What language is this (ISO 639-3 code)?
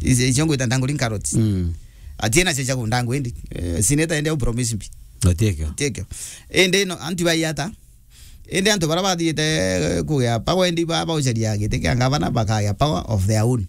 mer